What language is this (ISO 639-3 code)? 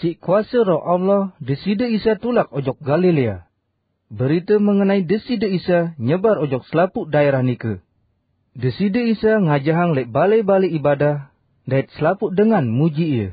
sas